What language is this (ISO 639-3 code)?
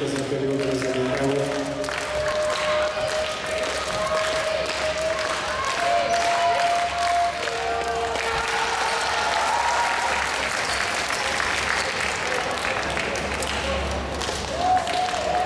bul